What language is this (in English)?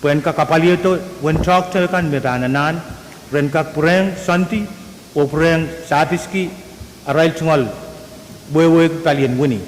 Pohnpeian